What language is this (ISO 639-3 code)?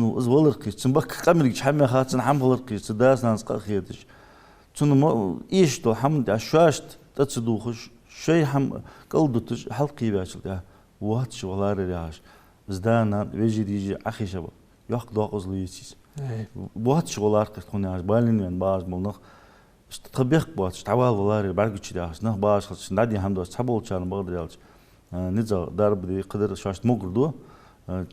inh